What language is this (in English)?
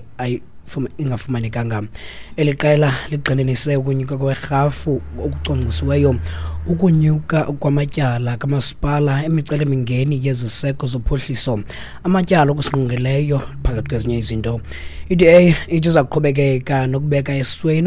Xhosa